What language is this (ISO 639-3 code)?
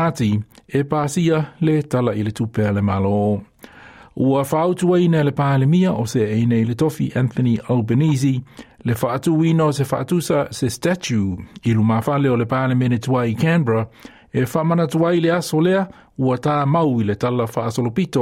smo